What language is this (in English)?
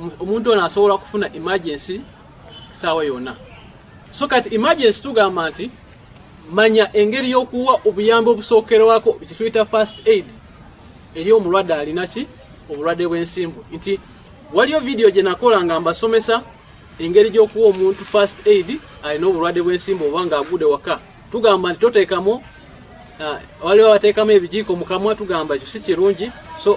Ganda